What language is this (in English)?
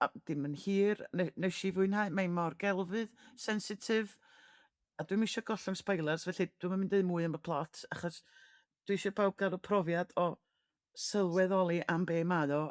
Welsh